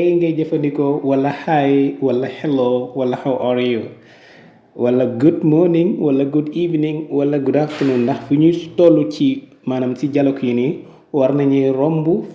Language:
Wolof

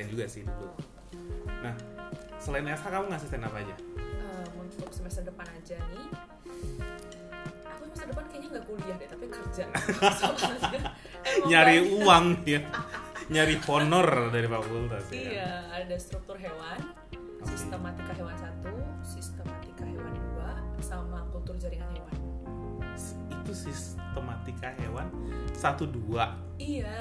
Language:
Indonesian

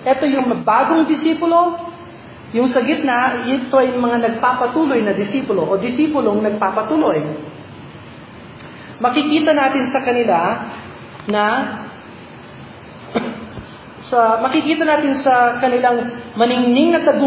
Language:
Filipino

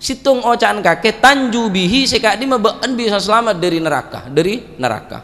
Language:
Madurese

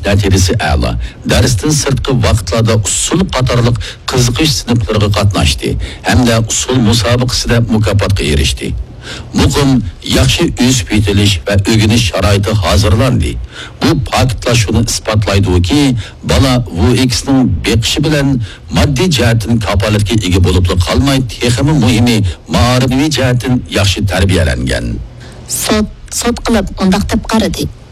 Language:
Uyghur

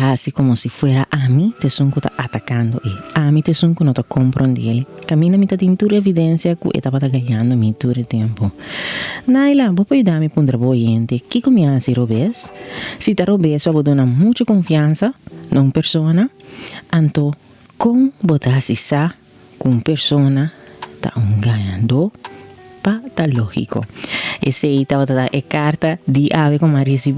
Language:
Papiamento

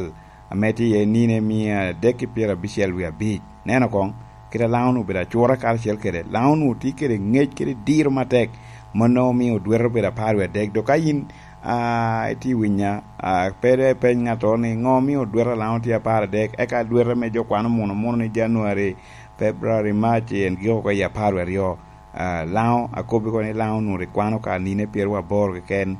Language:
Lango (Uganda)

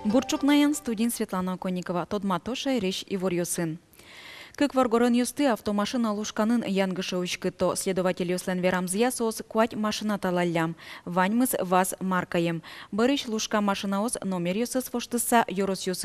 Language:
Udmurt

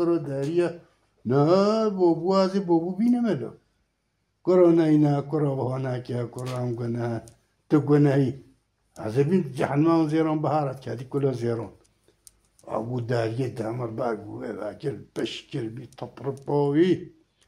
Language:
Kurdish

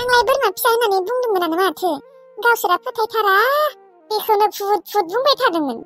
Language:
Bodo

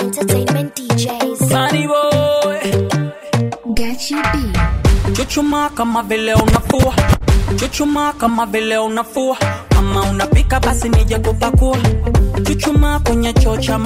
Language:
Swahili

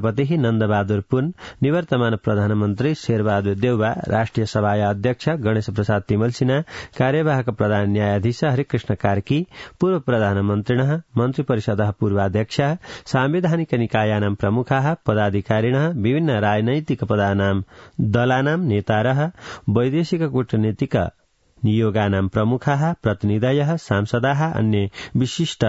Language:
Sanskrit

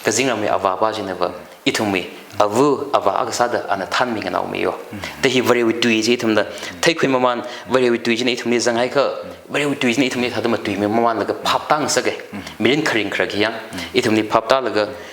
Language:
Tangkhul Naga (India)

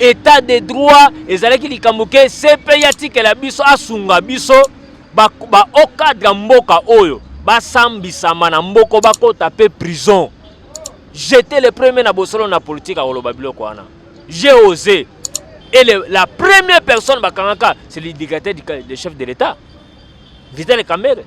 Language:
Lingala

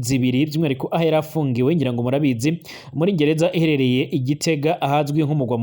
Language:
Rundi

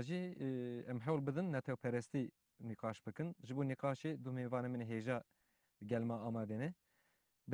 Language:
Kurdish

